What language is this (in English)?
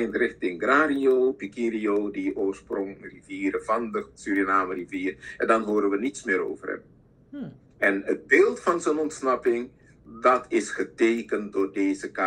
Dutch